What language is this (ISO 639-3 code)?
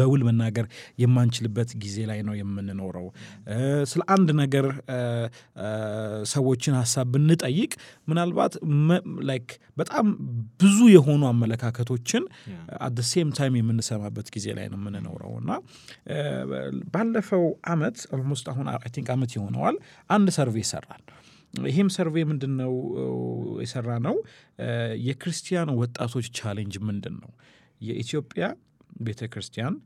amh